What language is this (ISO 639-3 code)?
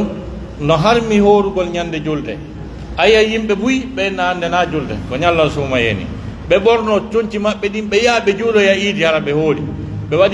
fuf